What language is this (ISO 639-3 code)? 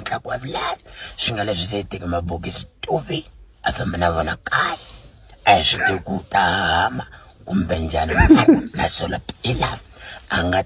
tso